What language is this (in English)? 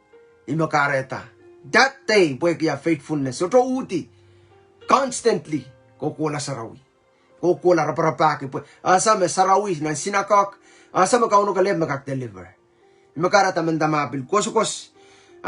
Pohnpeian